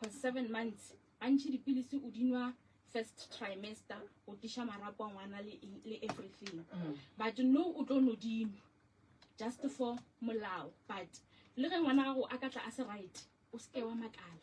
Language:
Northern Sotho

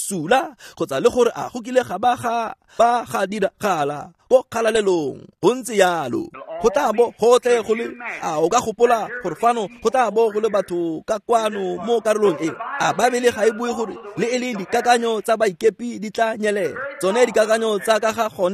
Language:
Tswana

